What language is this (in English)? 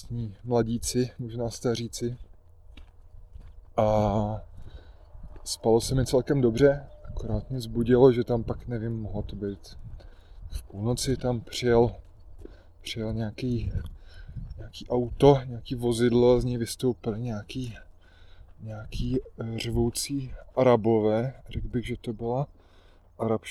Czech